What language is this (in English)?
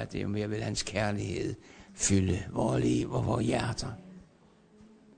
Danish